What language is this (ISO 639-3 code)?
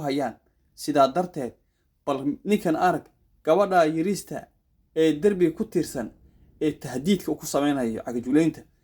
som